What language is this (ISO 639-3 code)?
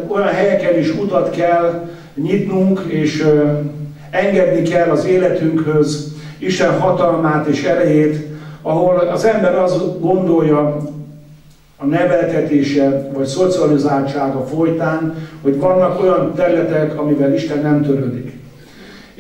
hun